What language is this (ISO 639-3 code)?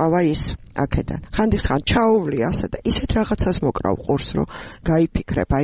kat